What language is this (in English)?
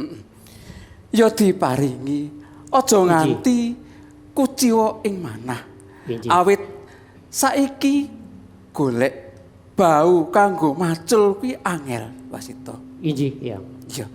Javanese